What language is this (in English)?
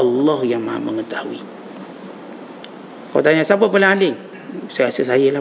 Malay